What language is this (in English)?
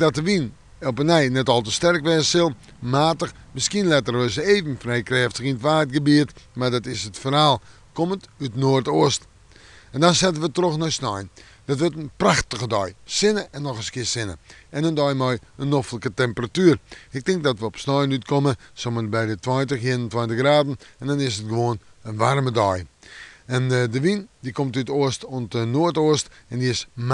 Western Frisian